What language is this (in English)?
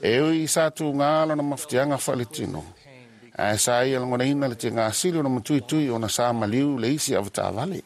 Samoan